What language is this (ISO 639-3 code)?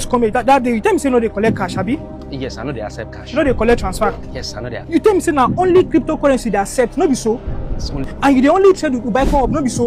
pcm